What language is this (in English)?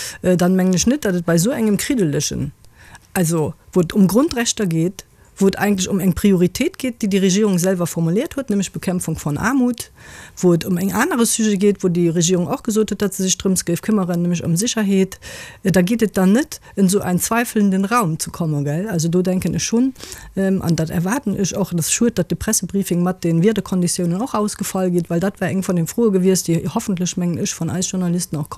Luxembourgish